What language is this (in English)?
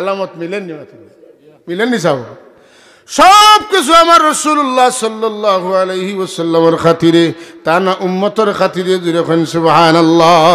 Sylheti